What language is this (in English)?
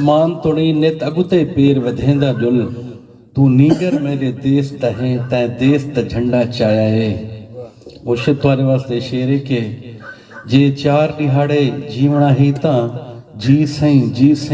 Saraiki